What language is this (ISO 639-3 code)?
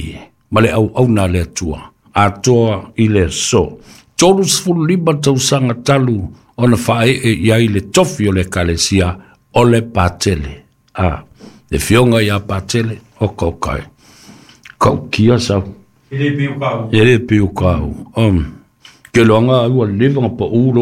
smo